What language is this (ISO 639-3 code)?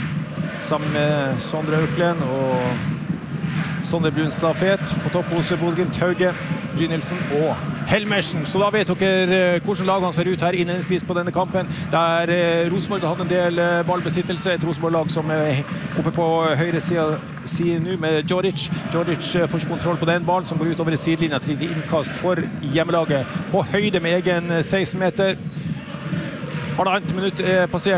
nor